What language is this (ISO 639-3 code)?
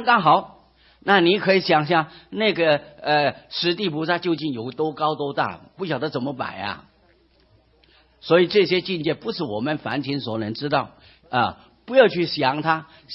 zho